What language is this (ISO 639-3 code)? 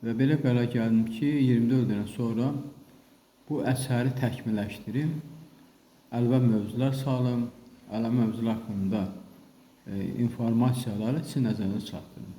aze